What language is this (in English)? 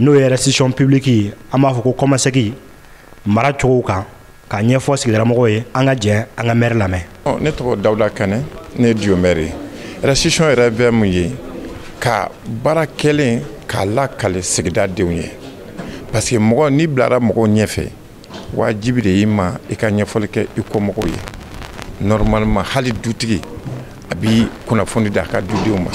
Bambara